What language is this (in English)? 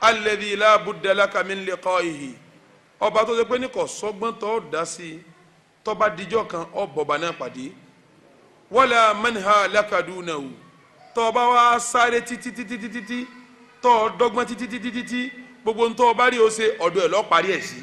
Yoruba